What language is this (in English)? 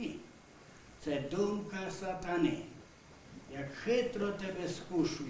Rusyn